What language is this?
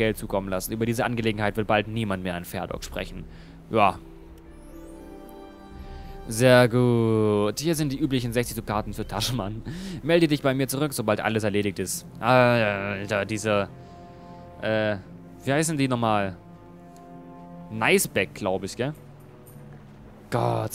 German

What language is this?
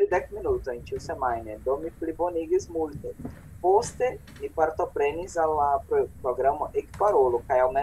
Esperanto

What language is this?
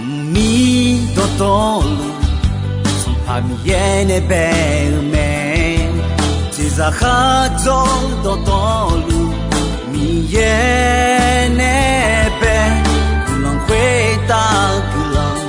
Akha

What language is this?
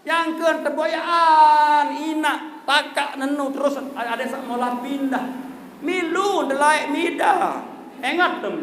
Sasak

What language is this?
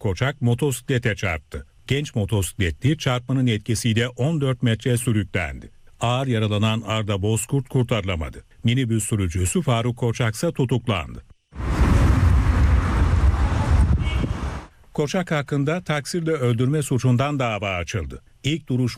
Turkish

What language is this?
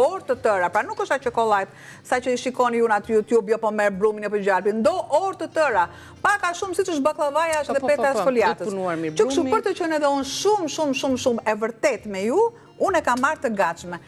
Albanian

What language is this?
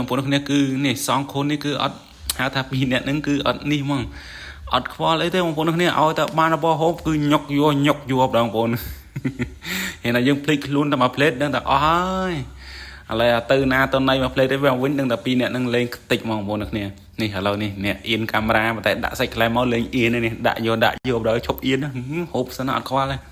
Khmer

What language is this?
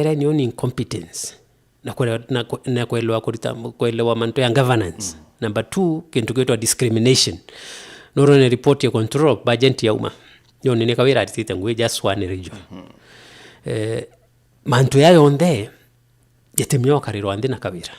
Meru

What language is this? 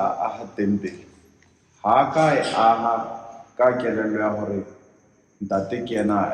Southern Sotho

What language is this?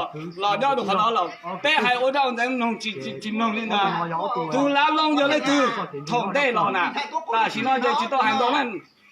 Hmong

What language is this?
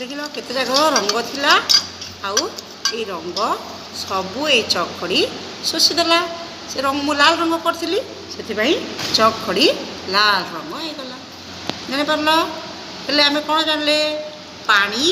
Odia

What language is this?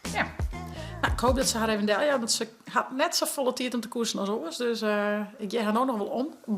Western Frisian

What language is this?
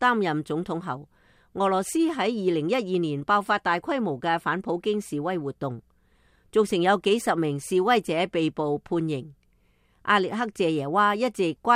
Cantonese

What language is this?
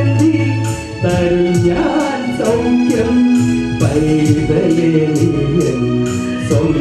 Malayalam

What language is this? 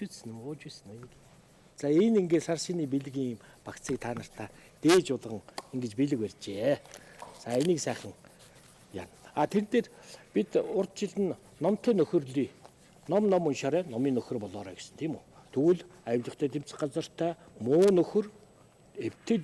Mongolian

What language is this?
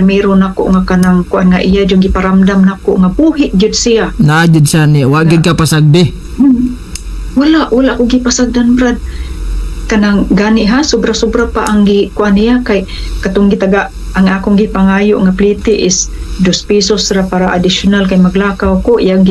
Cebuano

